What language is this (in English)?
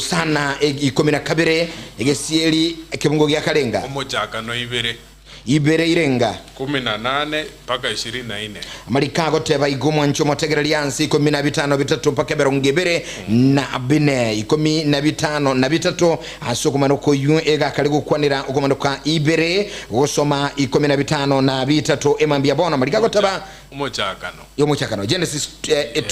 Gusii